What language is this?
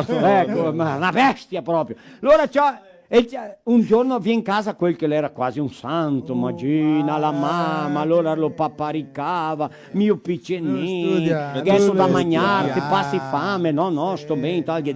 Venetian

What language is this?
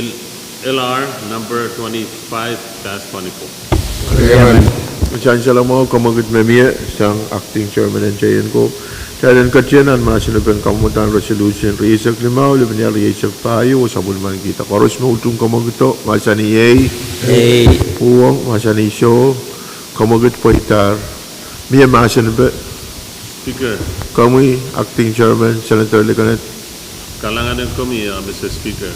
Pohnpeian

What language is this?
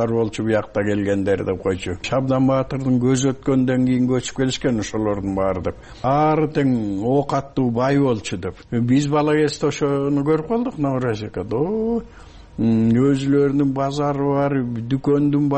Kyrgyz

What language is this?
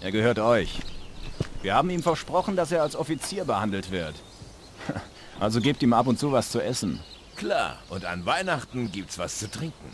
Bavarian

